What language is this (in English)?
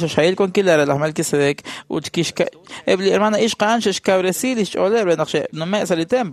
Kekchí